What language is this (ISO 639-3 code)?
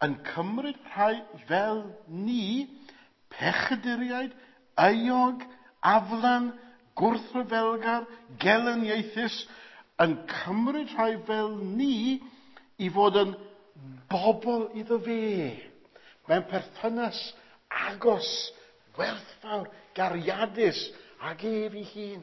cym